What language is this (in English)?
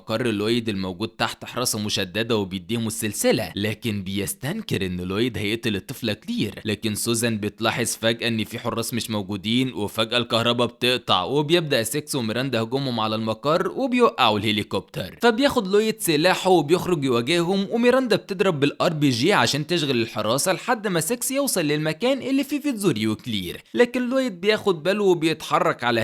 Egyptian Arabic